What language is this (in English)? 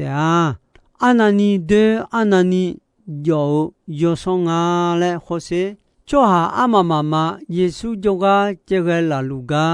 Akha